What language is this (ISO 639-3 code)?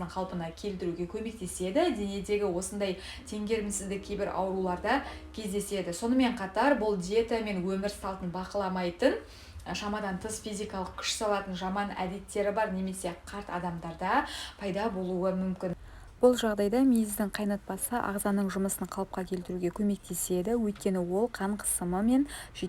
kaz